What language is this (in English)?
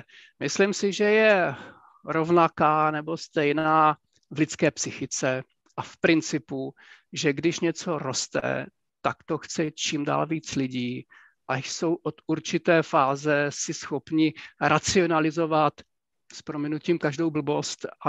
Slovak